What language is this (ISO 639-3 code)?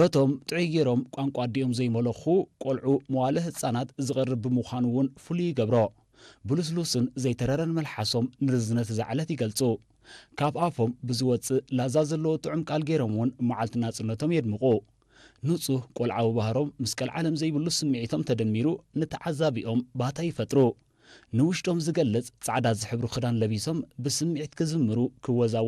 tir